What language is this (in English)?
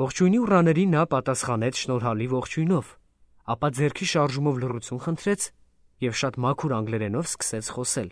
Armenian